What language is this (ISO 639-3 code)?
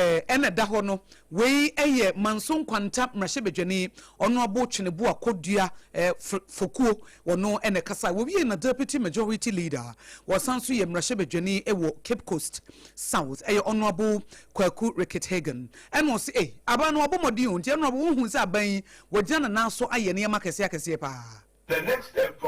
aka